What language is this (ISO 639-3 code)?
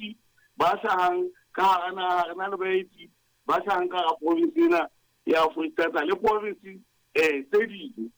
sot